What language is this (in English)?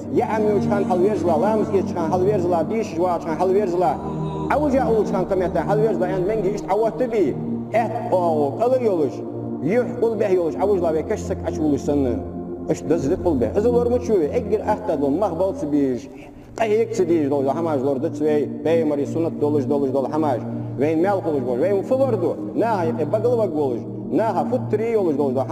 Ingush